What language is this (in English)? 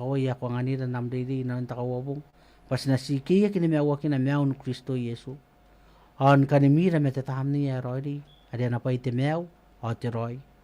Gilbertese